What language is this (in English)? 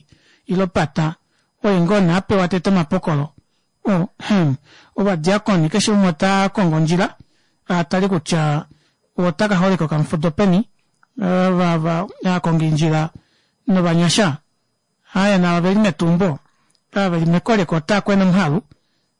Kuanyama